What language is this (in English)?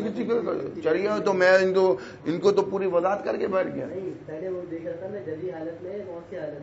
Urdu